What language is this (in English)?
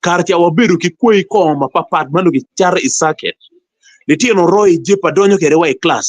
Acoli